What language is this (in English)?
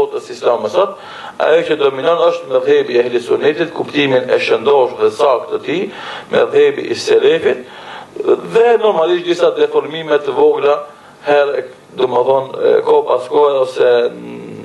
Albanian